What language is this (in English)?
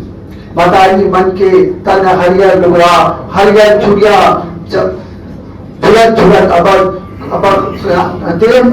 Chhattisgarhi